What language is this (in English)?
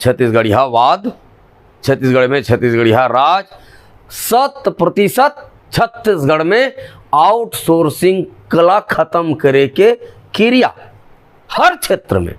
Chhattisgarhi